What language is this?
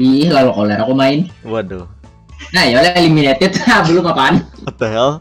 Banjar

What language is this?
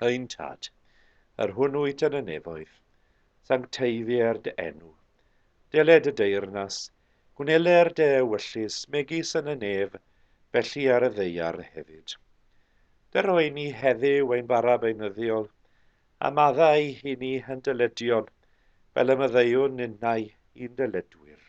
Welsh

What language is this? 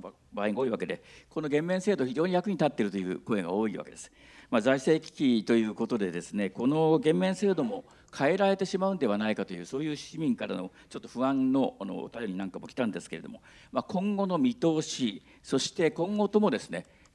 Japanese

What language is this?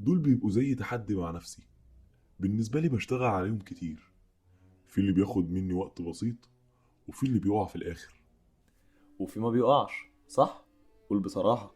Egyptian Arabic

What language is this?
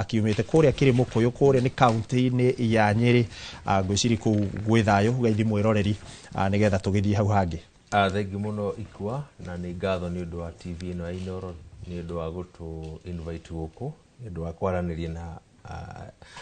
Kikuyu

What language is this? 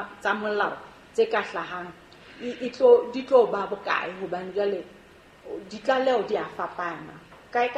Southern Sotho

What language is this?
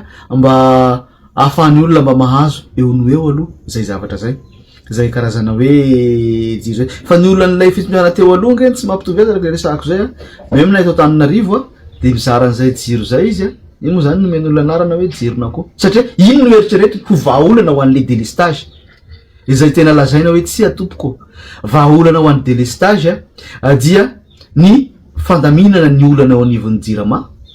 Malagasy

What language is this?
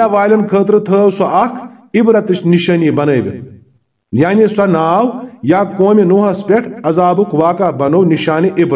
Kashmiri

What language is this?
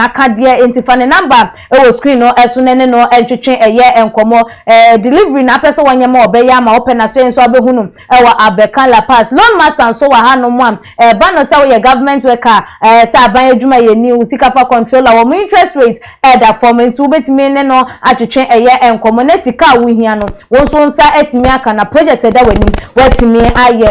Akan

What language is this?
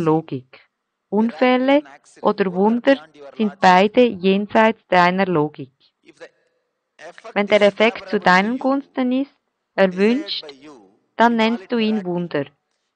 German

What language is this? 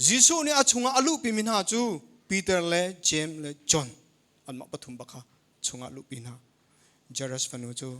Hakha Chin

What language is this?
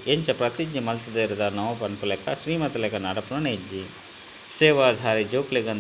Tulu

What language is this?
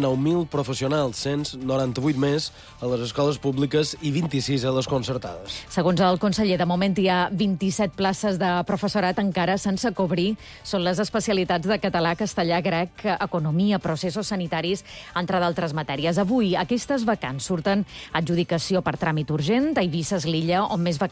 Catalan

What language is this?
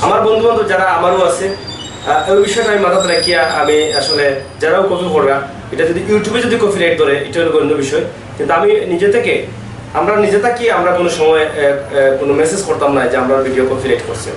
Sylheti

